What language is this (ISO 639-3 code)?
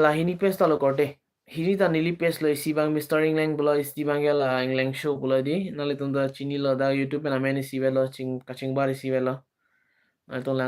mjw